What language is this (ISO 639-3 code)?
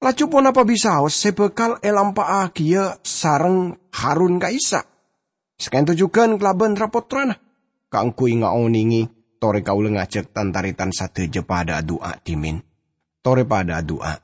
mad